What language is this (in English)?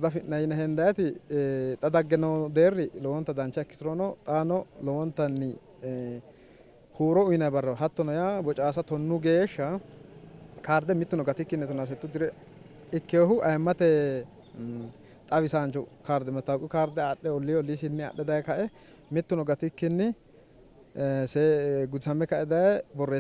Sidamo